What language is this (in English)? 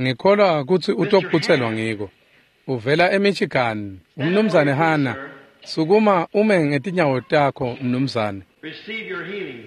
Swati